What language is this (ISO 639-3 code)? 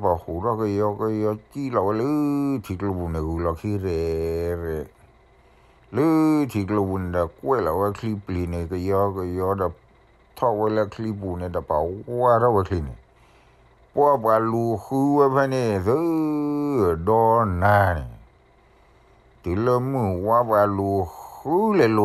ksw